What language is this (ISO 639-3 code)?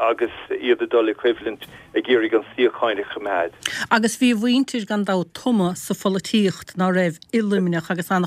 gle